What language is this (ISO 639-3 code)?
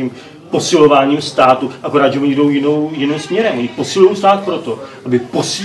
ces